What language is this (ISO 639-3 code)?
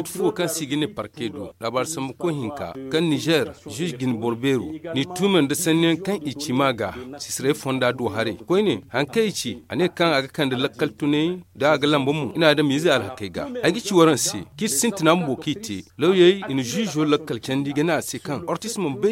dje